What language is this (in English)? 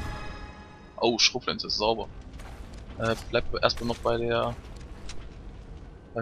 German